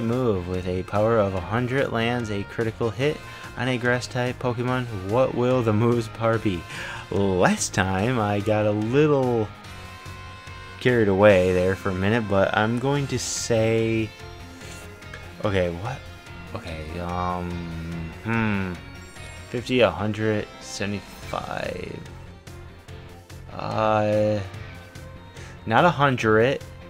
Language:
English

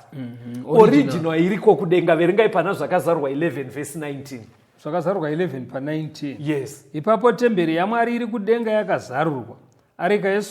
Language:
Shona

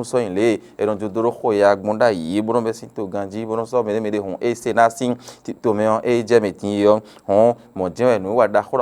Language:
Fon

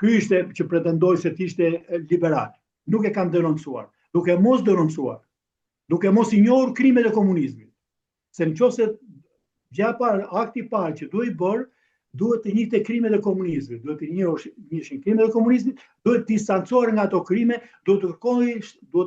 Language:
Albanian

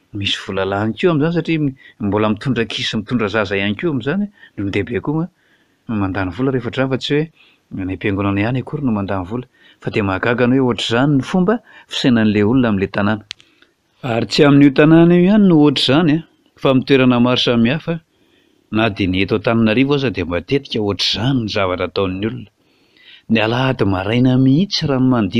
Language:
Malagasy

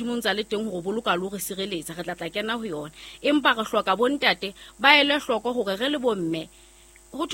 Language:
Southern Sotho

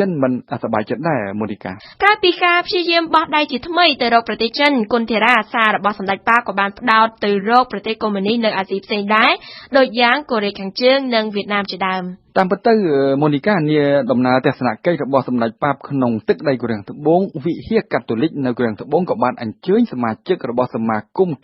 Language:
Khmer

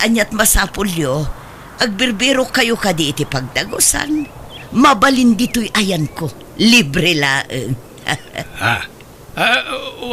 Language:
Iloko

